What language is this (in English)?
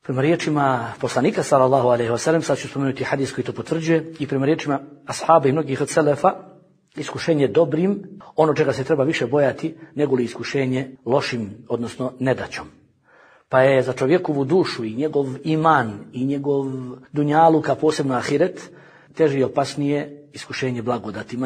Bosnian